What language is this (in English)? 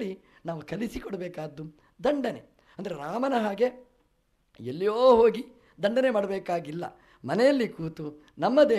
Kannada